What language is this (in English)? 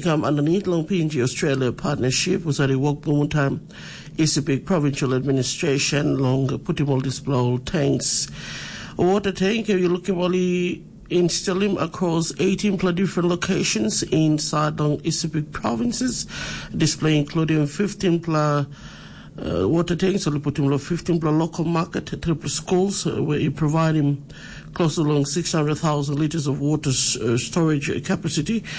Tok Pisin